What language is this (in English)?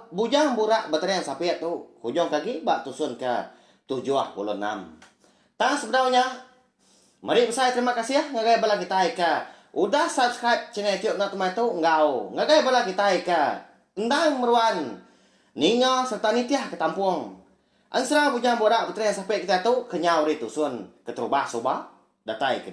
Iban